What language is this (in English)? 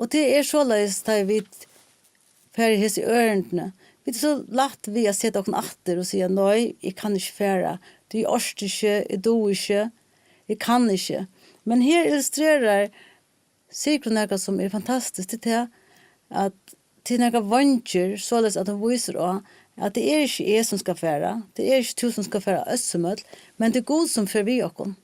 Faroese